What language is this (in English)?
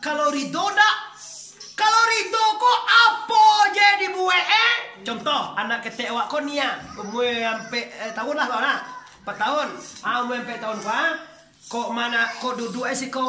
Minangkabau